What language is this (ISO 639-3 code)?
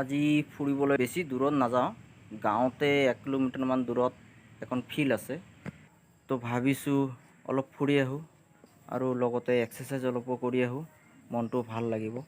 asm